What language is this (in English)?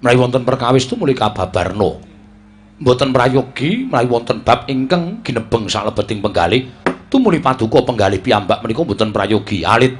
Javanese